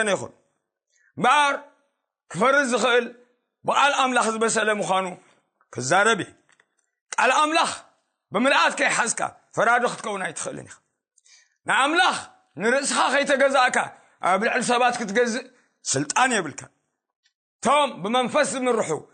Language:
Tigrinya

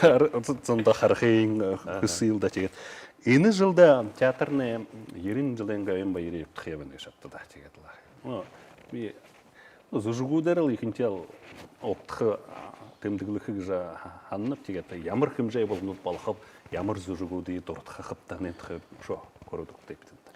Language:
Buriat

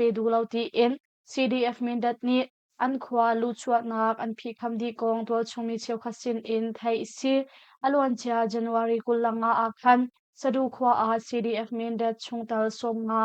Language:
Hakha Chin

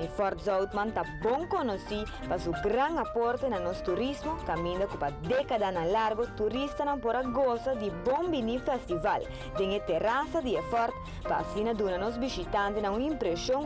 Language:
Papiamento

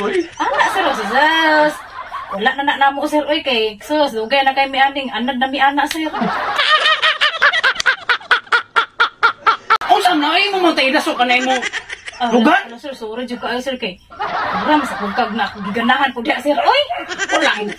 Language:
Cebuano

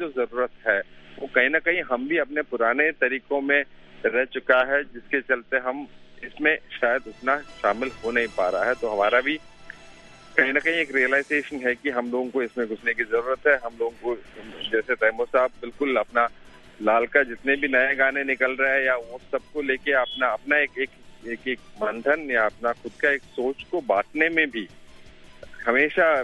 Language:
Urdu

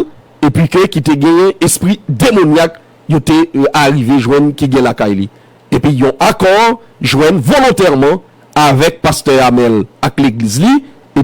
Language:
Haitian Creole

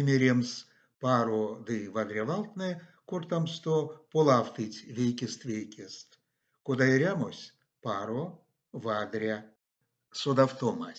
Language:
Erzya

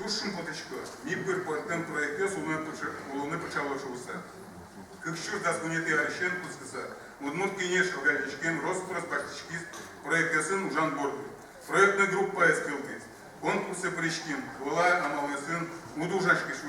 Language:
Udmurt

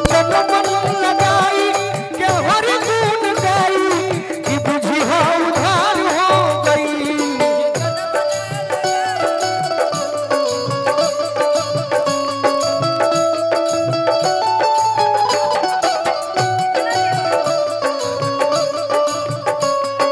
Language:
Bhojpuri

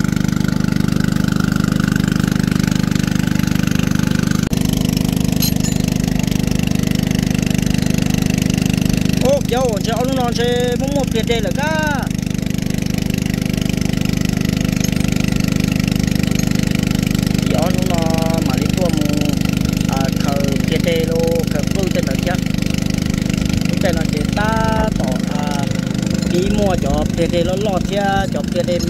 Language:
Vietnamese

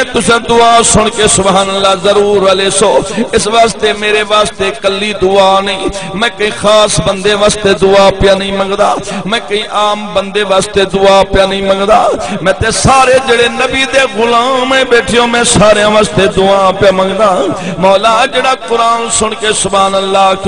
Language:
Saraiki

